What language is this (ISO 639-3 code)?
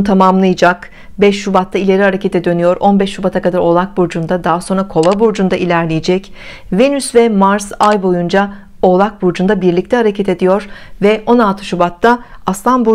tur